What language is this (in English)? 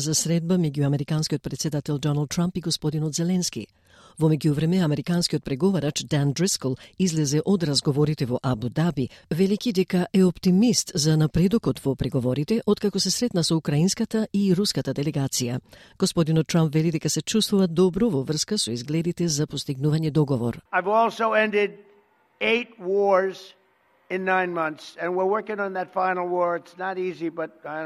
Macedonian